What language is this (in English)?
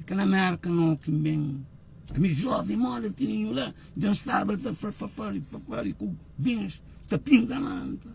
Kabuverdianu